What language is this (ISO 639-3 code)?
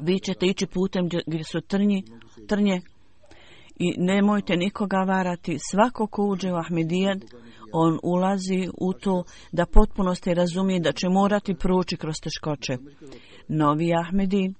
bos